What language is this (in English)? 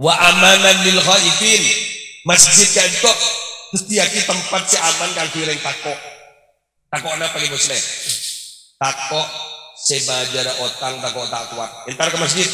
Madurese